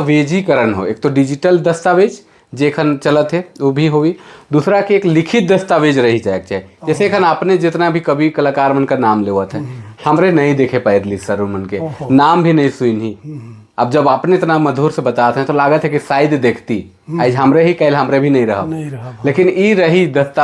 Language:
Sadri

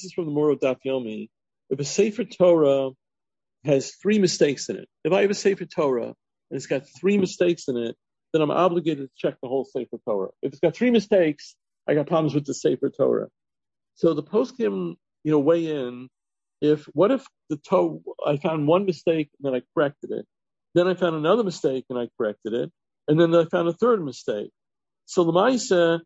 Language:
English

